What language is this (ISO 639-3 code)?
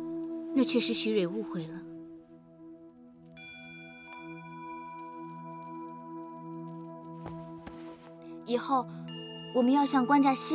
zho